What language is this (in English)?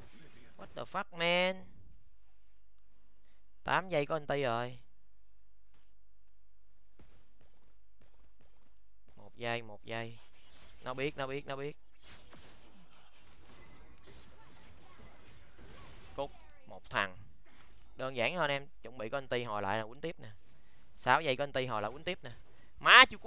Vietnamese